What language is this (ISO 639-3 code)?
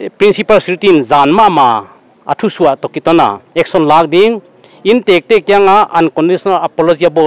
pck